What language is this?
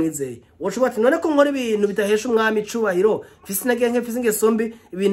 Rundi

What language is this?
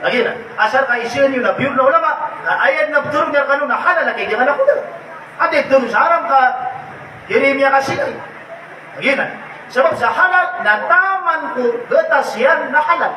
Maranao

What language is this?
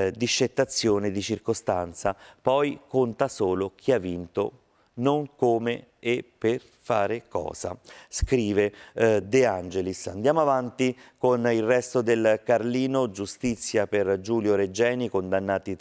Italian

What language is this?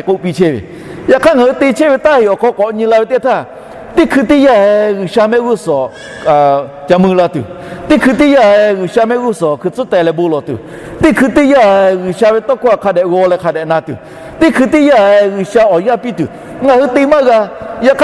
Lahu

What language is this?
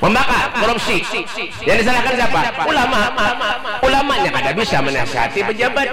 Banjar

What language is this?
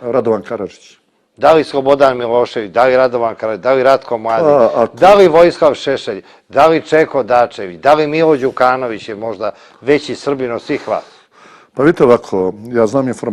Bosnian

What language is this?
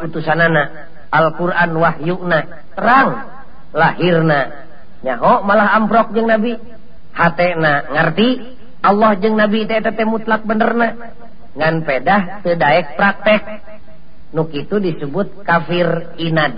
Sundanese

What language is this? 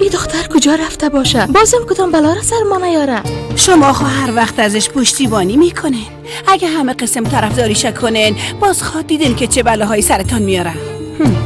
Persian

